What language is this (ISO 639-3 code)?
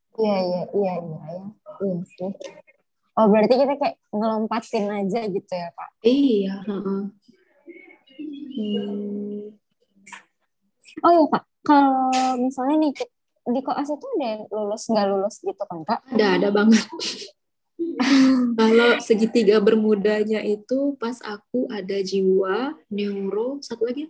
ind